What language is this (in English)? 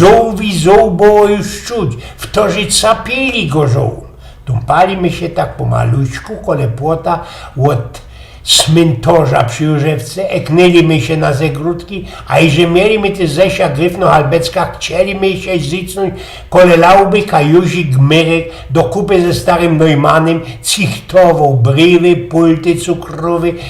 Silesian